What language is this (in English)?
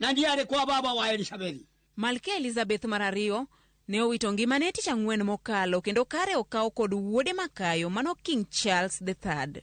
Luo (Kenya and Tanzania)